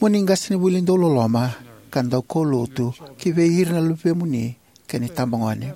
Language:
Fijian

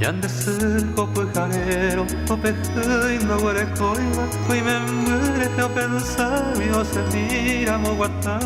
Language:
Guarani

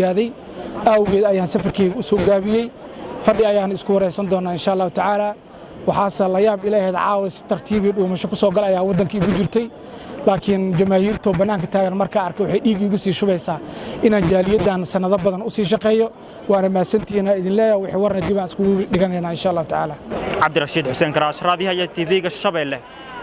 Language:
Somali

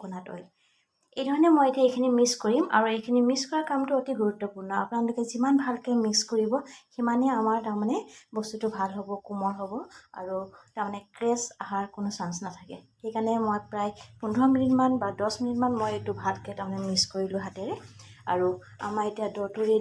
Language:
Assamese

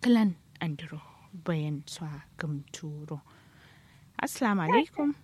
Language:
Kanuri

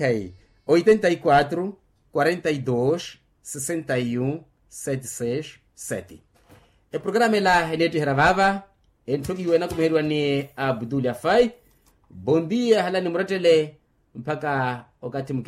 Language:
Makhuwa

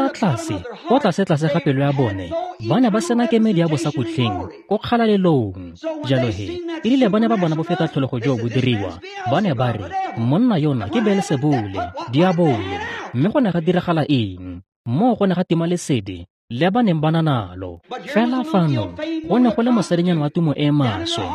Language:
Tswana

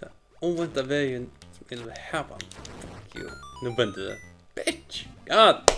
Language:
Faroese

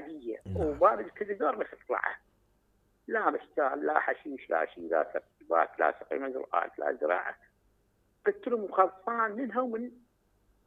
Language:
Mesopotamian Arabic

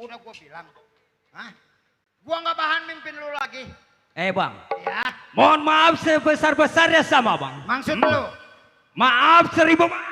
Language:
Betawi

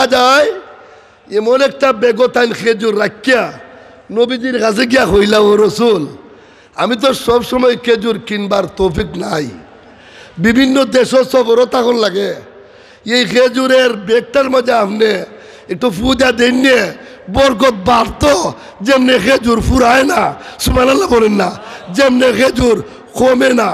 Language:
Sylheti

